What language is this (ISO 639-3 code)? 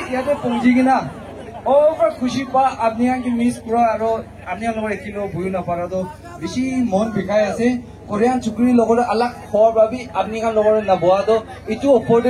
nag